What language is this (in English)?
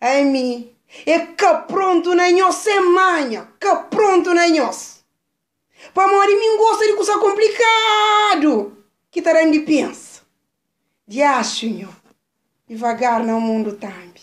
Kabuverdianu